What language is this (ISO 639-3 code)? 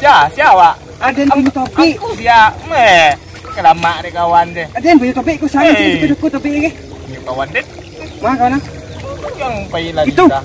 min